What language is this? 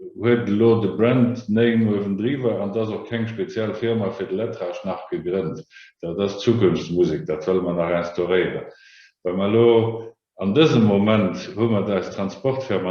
Luxembourgish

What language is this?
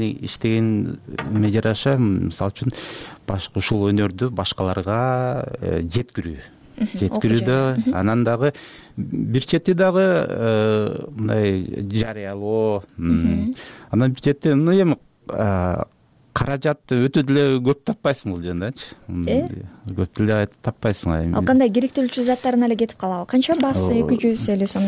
Kyrgyz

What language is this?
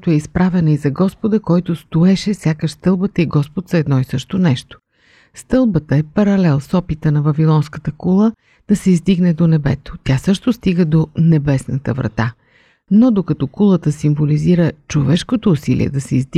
Bulgarian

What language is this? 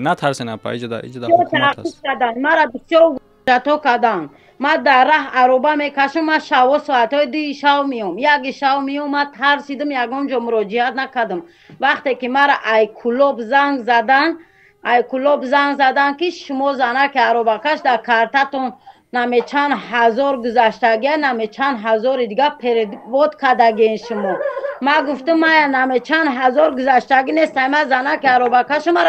Tajik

